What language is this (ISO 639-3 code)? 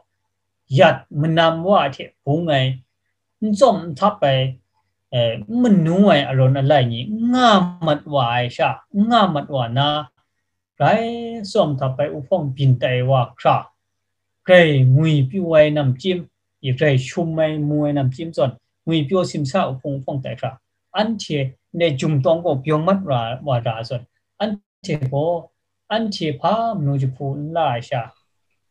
kac